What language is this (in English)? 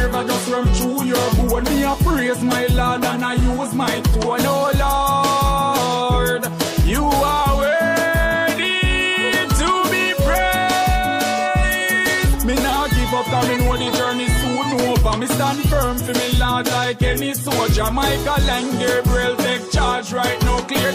Jamaican Creole English